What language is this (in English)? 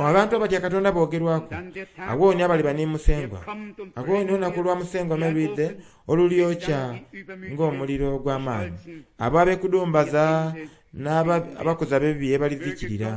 Soga